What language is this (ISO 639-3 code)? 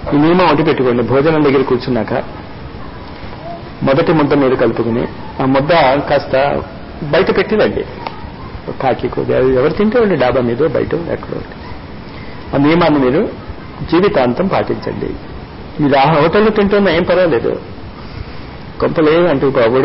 tel